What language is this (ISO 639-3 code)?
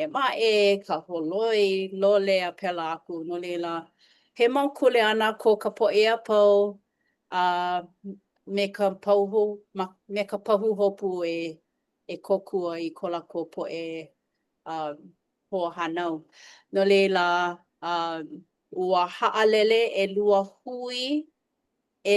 haw